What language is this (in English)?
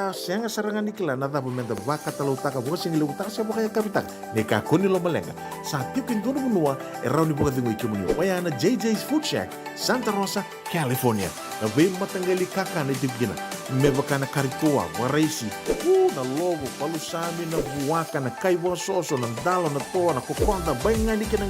Fijian